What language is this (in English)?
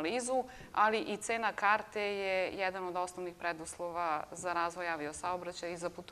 Serbian